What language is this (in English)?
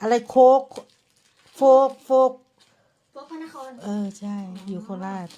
Northeastern Thai